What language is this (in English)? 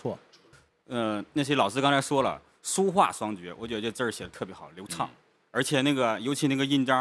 Chinese